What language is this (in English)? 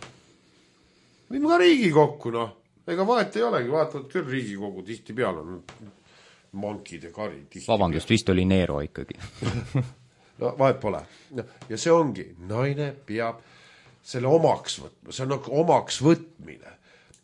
Estonian